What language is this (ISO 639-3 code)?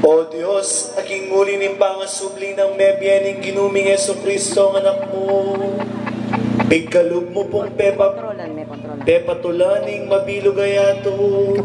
pam